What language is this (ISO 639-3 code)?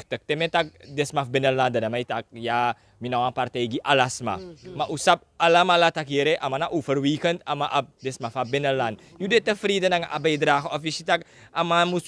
srn